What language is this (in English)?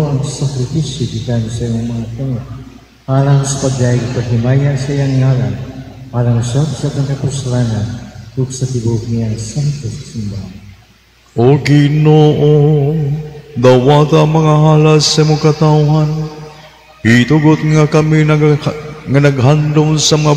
Cebuano